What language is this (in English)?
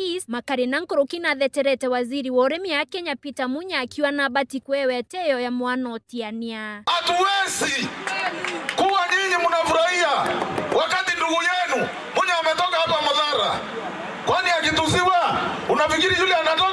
Meru